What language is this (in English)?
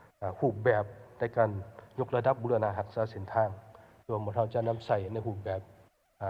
Lao